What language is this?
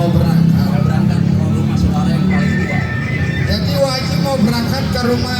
Betawi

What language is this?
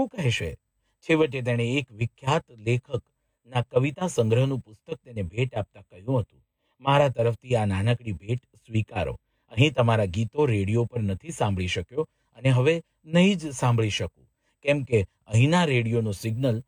Gujarati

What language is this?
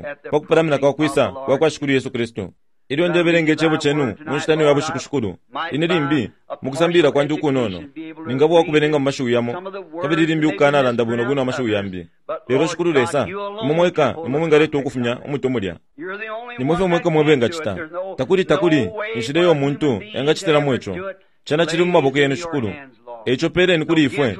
Bemba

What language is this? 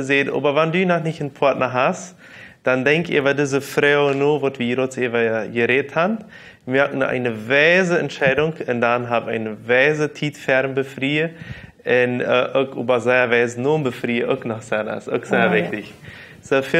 Plautdietsch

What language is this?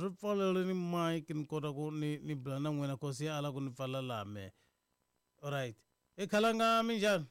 Tsonga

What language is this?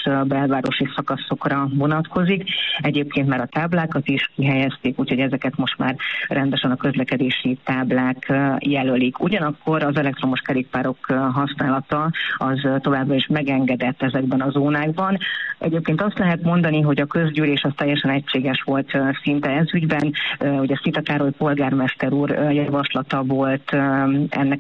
Hungarian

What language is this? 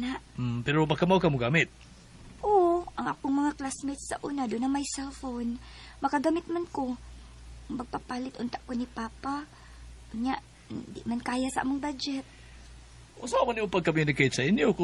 Cebuano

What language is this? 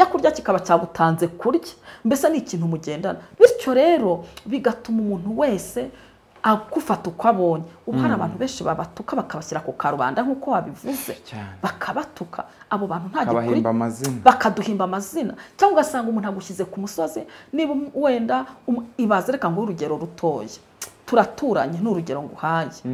Kinyarwanda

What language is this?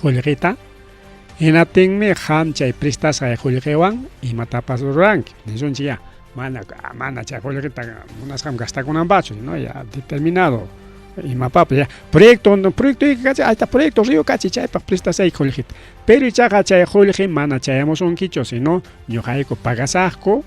Ayacucho Quechua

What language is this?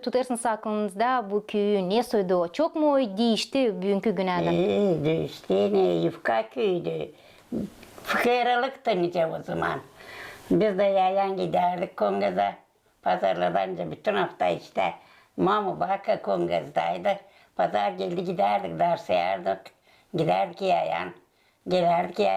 Gagauz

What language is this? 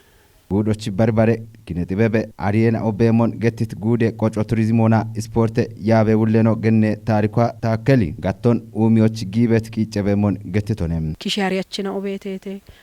Kafa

